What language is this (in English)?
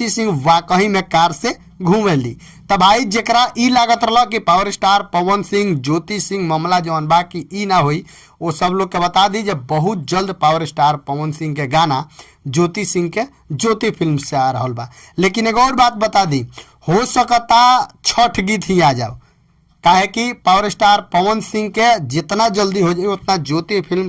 Bhojpuri